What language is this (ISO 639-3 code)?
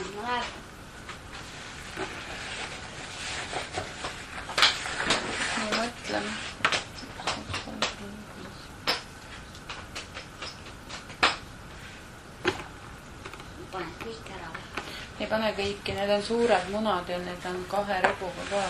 est